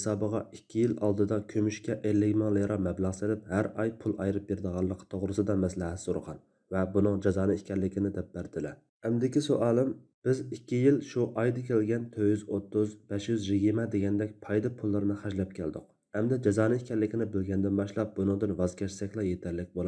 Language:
Uyghur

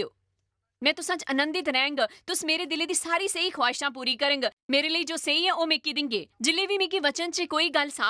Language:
Dogri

